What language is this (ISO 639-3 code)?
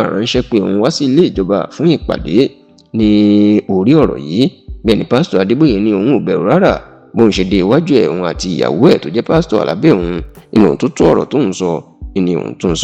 yor